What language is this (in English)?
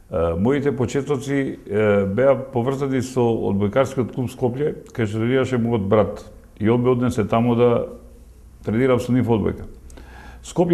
Macedonian